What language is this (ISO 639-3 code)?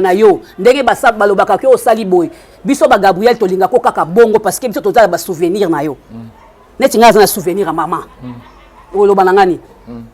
lin